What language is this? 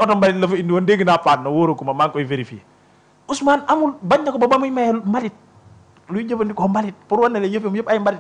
Wolof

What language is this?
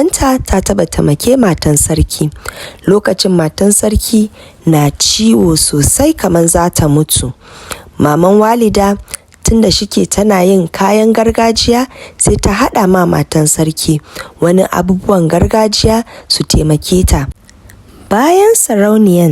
Hausa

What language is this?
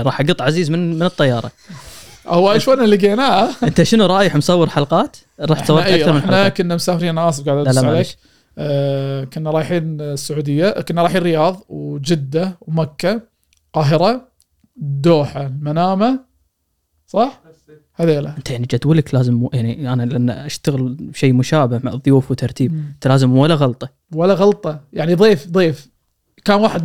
Gulf Arabic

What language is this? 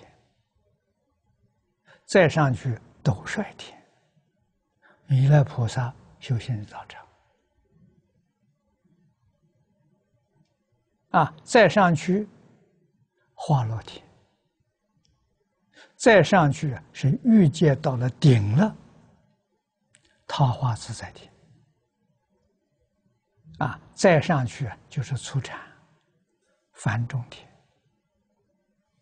Chinese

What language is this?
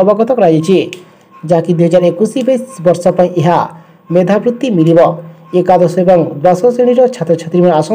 Odia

